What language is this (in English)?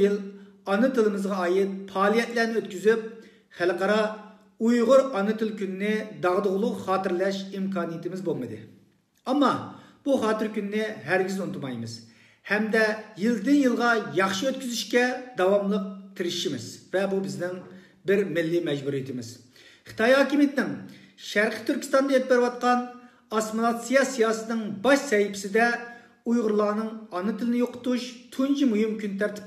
Uyghur